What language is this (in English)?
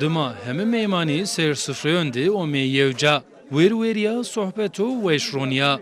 Zaza